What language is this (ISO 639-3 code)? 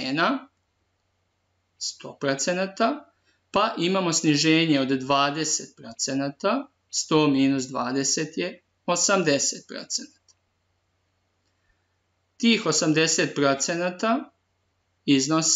srp